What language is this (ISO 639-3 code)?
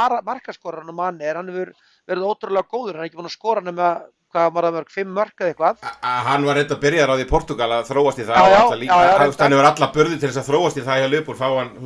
isl